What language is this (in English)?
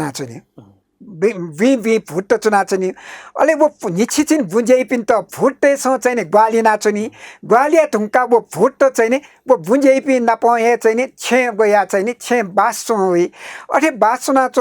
Newari